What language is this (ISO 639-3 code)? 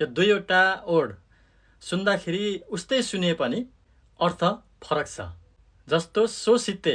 nep